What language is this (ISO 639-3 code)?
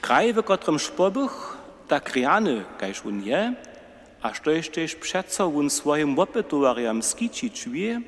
hsb